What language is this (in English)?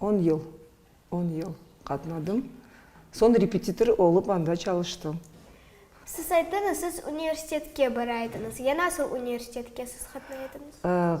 Crimean Tatar